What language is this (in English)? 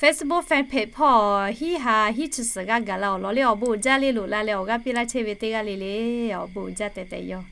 Lahu